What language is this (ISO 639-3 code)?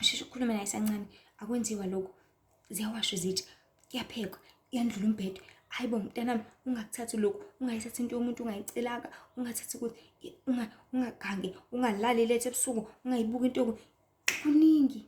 zul